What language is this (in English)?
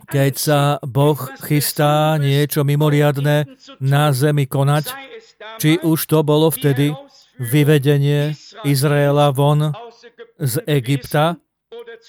Slovak